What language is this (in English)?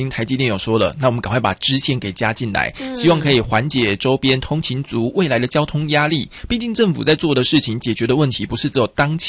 Chinese